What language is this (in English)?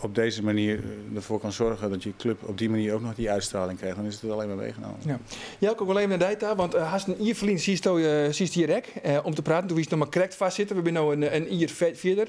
Western Frisian